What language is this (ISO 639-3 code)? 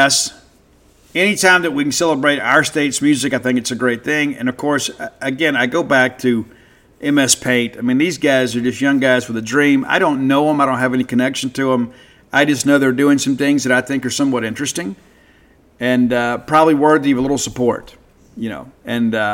eng